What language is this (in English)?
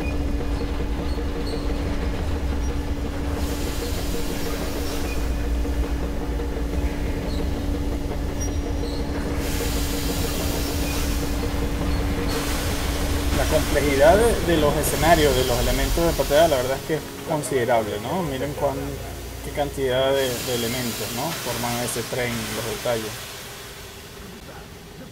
Spanish